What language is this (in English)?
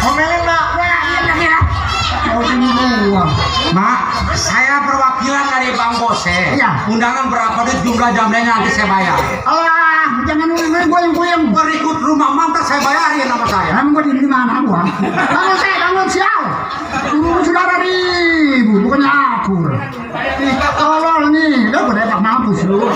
Betawi